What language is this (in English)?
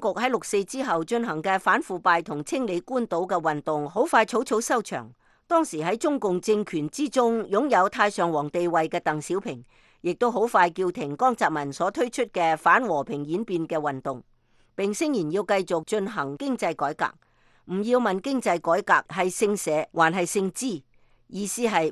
Cantonese